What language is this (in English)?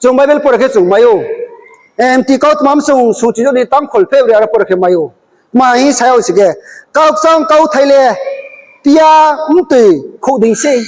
Riang (India)